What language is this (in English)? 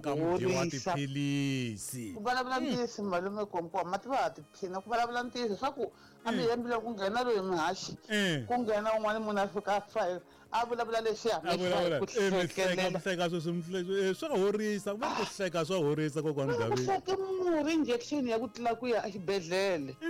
Tsonga